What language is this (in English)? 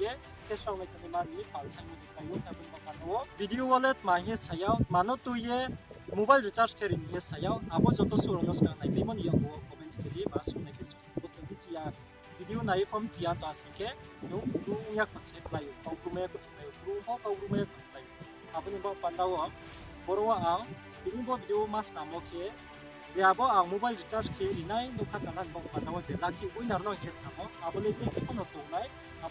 Riang (India)